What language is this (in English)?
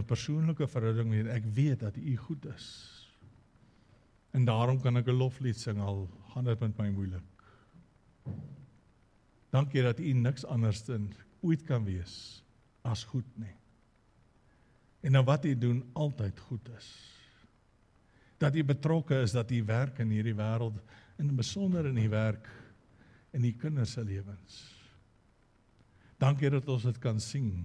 Afrikaans